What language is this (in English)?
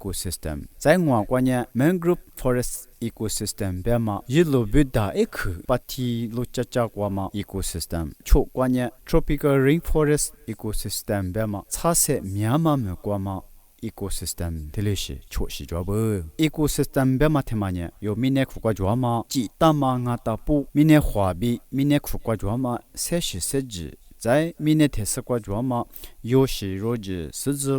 Lisu